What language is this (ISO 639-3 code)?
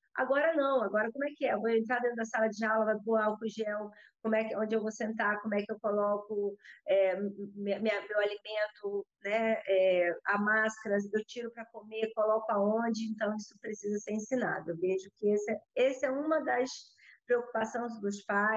por